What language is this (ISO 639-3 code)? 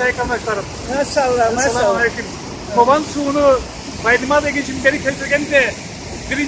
krc